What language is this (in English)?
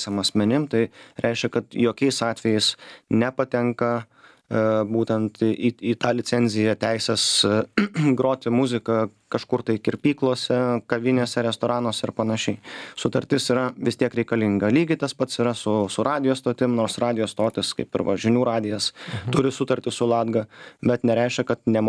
Lithuanian